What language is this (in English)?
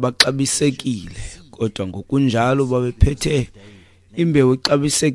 Xhosa